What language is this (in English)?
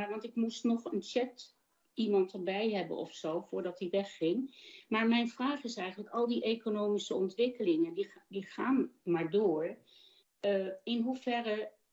Dutch